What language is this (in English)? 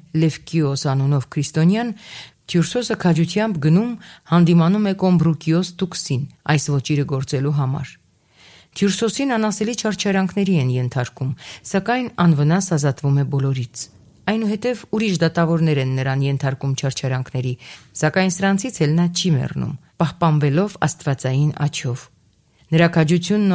Armenian